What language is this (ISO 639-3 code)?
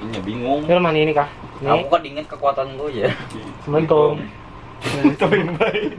bjn